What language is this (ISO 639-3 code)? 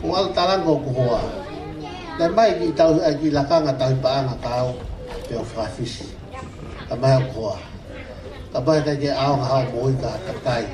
ton